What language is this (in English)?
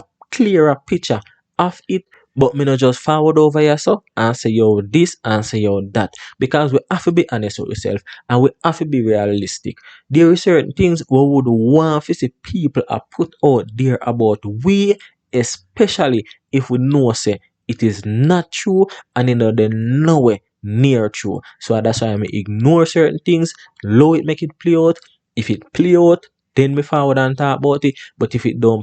Jamaican Creole English